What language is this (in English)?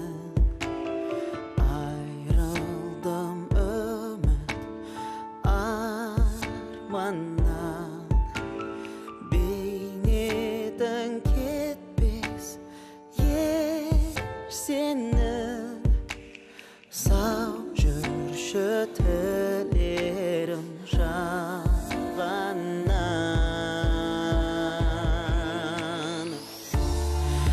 Kazakh